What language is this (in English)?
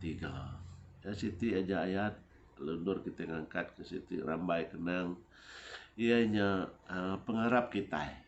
Iban